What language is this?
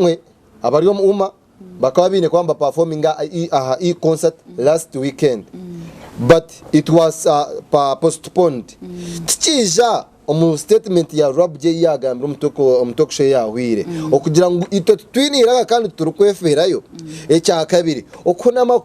Nyankole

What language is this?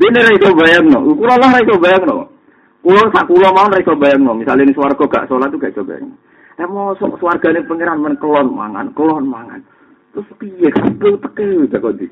Javanese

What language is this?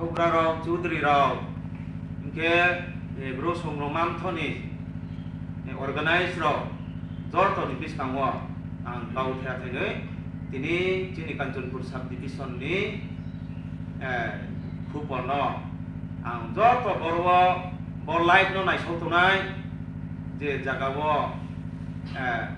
Riang (India)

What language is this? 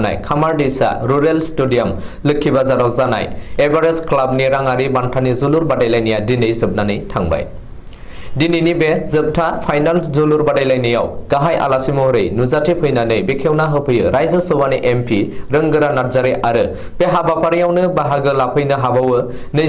Bodo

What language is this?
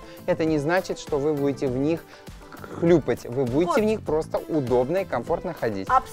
Russian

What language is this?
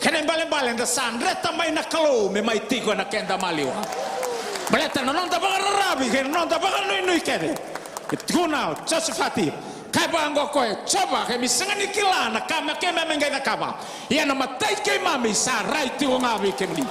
Fijian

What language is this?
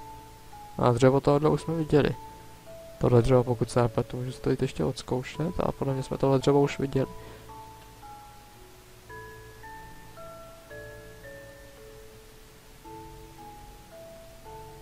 Czech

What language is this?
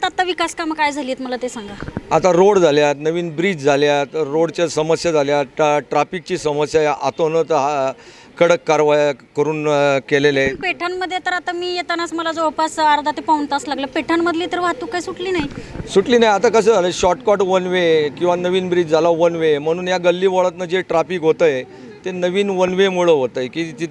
Marathi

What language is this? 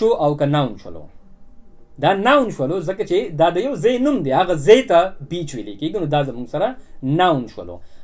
Pashto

